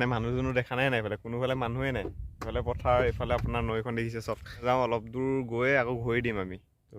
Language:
Assamese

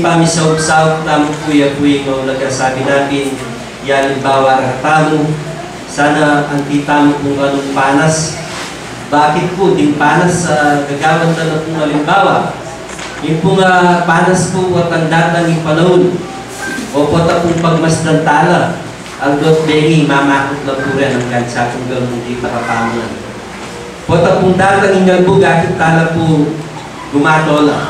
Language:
Pampanga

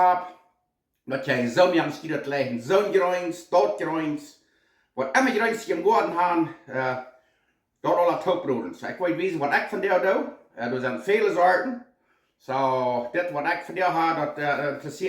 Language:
Plautdietsch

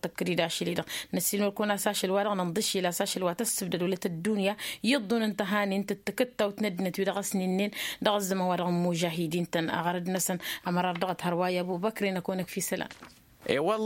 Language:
Tamasheq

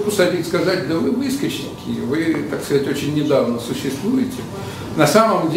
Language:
Russian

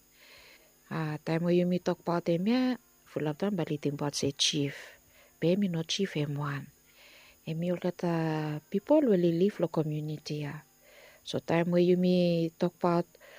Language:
Bislama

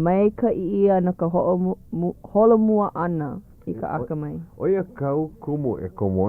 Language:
Hawaiian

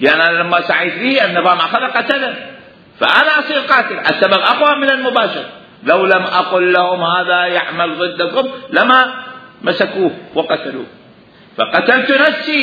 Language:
Mesopotamian Arabic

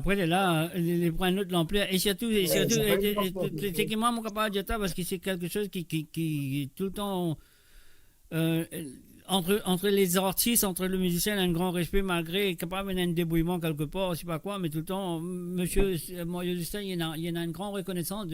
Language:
Morisyen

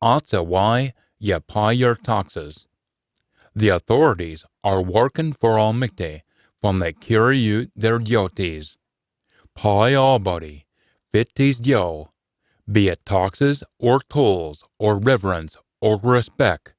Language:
Scots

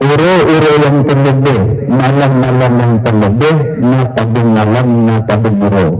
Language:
Achinese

